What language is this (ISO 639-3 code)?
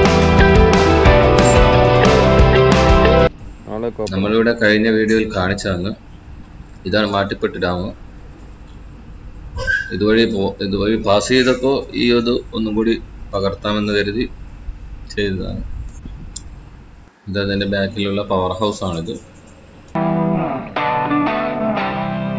mal